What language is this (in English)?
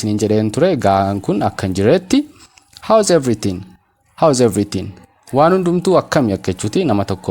Oromo